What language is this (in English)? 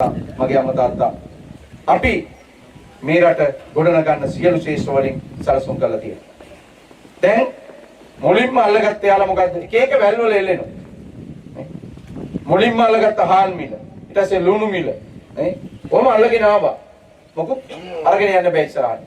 Sinhala